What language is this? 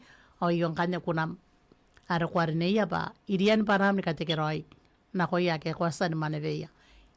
Gilbertese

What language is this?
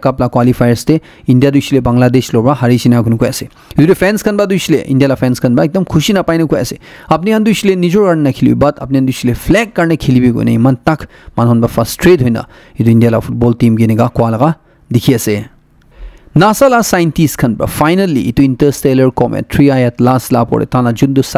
Naga Pidgin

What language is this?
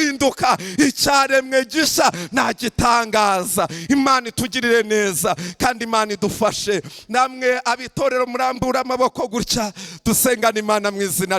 Kinyarwanda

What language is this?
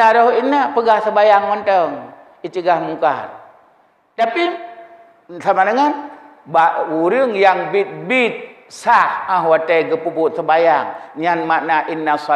Achinese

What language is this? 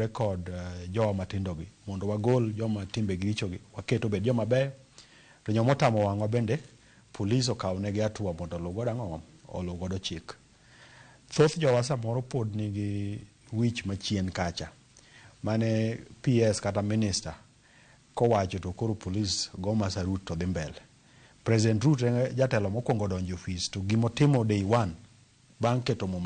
Luo (Kenya and Tanzania)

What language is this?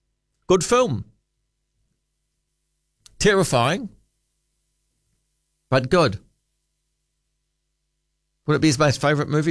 English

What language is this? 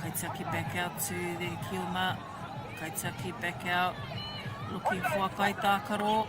Māori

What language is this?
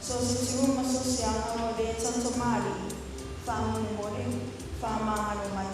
Samoan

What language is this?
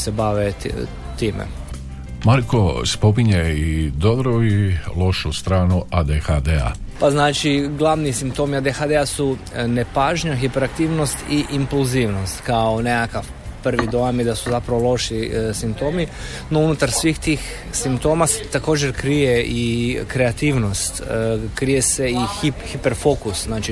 Croatian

